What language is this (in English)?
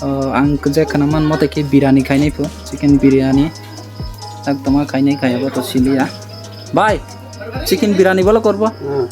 Kok Borok